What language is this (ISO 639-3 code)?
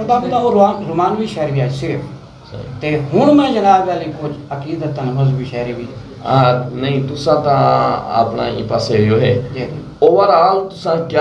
skr